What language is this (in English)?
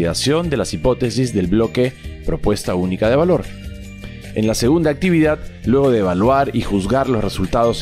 Spanish